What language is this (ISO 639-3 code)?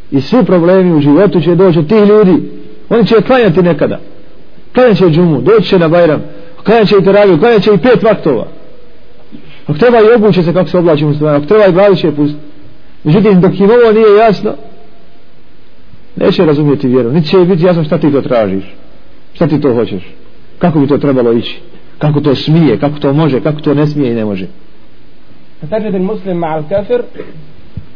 bos